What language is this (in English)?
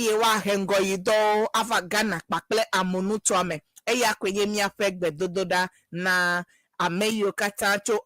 Ewe